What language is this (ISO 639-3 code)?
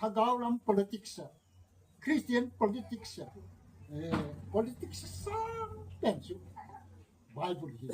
gnb